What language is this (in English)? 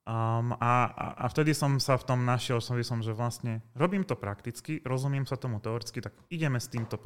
Slovak